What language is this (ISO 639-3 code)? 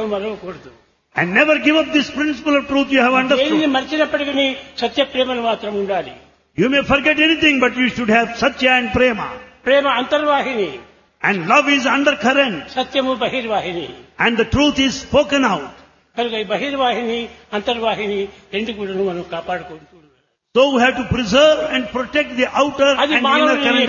tel